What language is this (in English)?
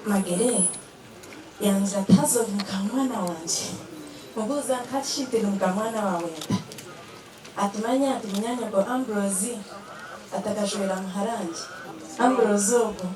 Nyankole